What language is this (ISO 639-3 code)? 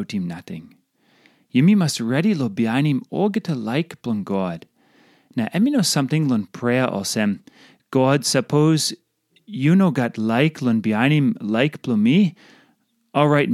tpi